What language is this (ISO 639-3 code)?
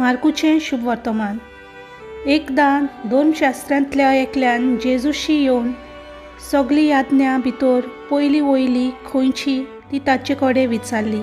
kok